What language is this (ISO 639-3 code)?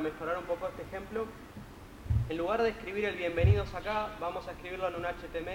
spa